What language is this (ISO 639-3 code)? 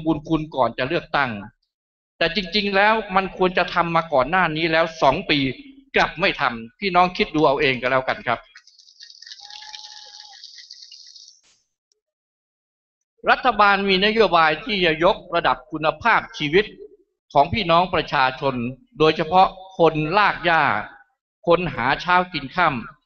tha